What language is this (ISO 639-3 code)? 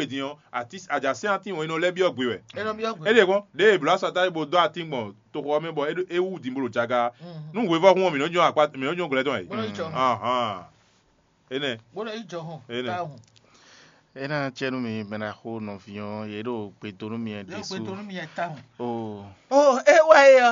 fon